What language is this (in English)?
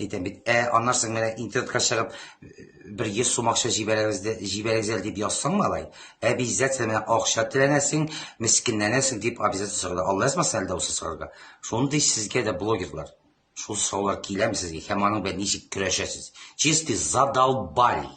Tatar